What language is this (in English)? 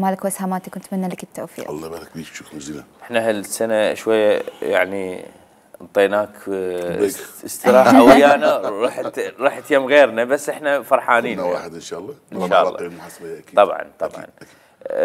Mesopotamian Arabic